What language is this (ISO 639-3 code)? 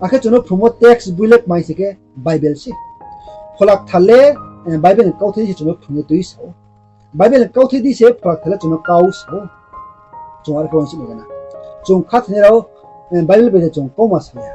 ria